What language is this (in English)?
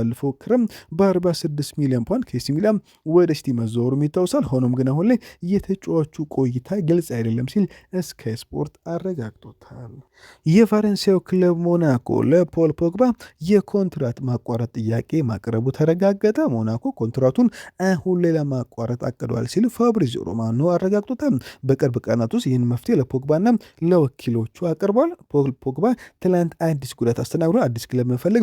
Amharic